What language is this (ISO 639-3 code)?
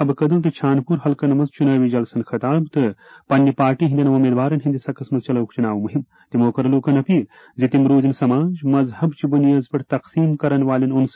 kas